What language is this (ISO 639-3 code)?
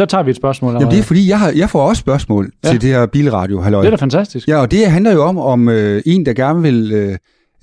dan